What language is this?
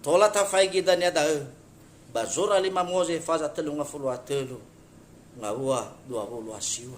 Nias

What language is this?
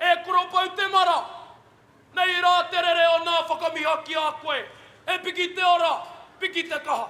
Māori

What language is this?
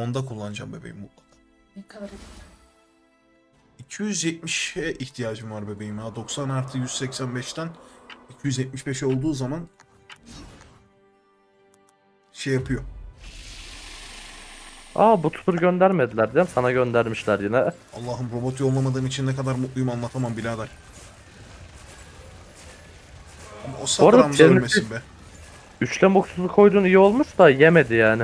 Turkish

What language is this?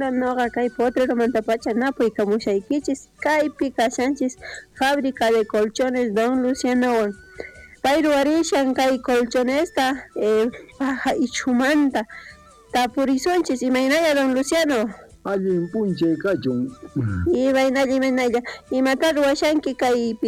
South Bolivian Quechua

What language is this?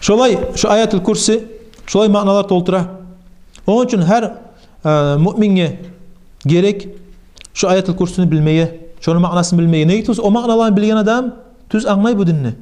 Kumyk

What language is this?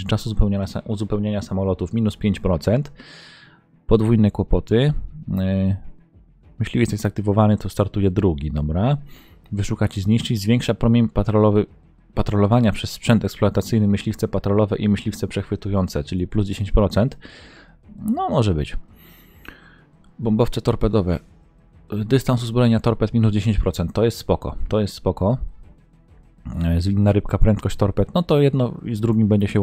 Polish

